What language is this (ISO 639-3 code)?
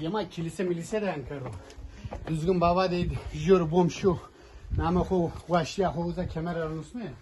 zza